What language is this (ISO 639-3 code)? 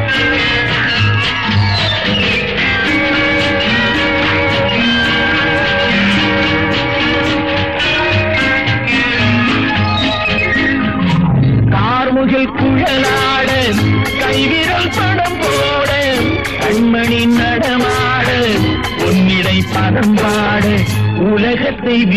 tam